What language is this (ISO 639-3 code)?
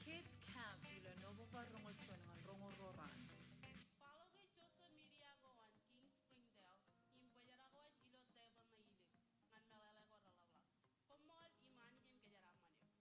mah